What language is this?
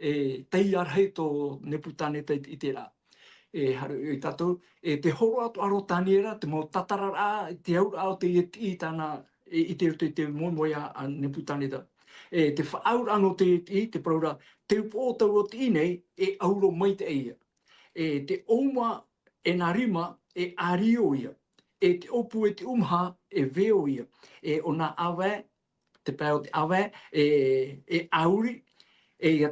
Tahitian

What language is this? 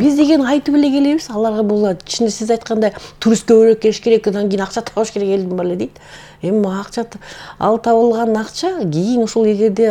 Kyrgyz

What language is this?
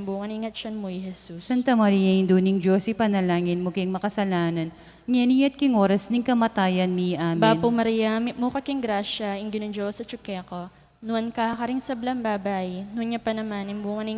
Pampanga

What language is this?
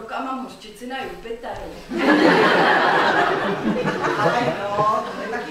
Czech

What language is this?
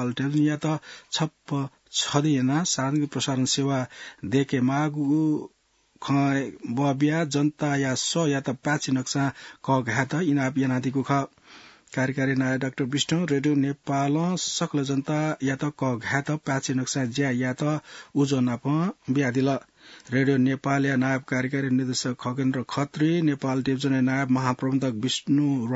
Newari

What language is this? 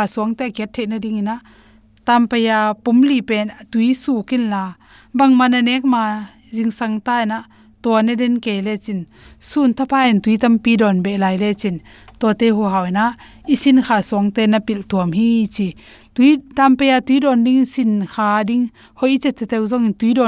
Tedim Chin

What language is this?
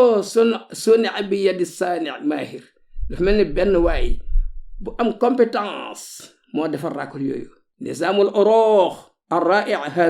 Wolof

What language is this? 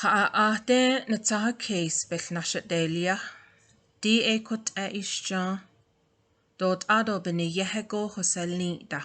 Navajo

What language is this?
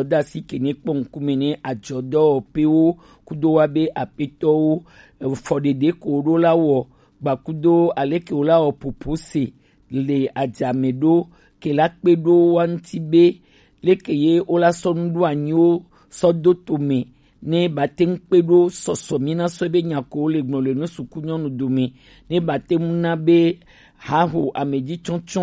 Gen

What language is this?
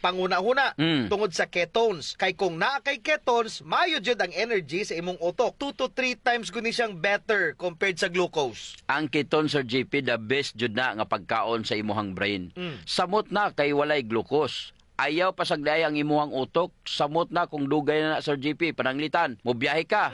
Cebuano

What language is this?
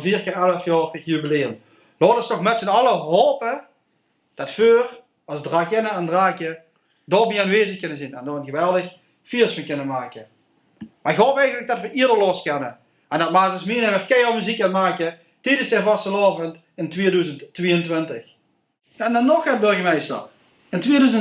Limburgish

